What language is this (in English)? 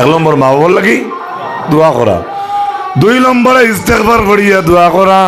Sylheti